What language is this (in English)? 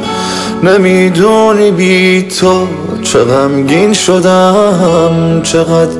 Persian